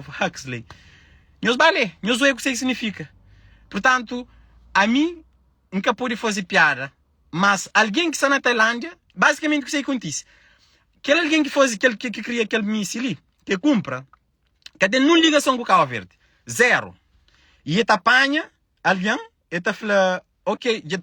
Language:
Kabuverdianu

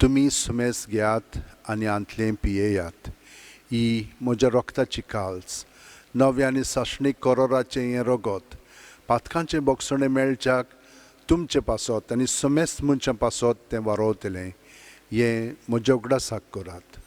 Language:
Konkani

